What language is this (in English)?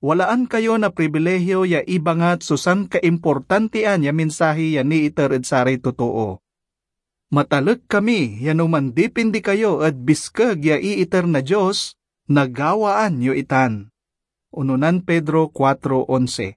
Pangasinan